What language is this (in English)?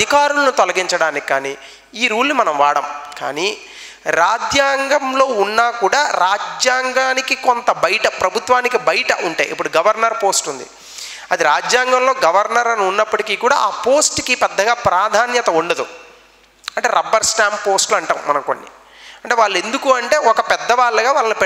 Telugu